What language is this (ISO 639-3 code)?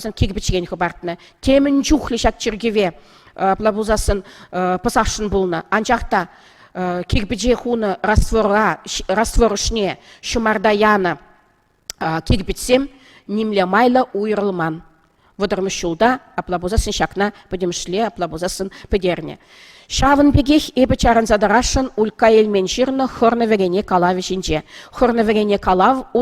chv